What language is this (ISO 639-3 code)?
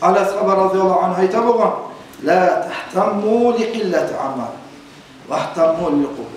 kum